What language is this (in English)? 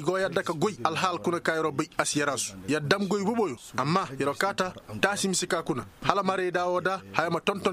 Koyraboro Senni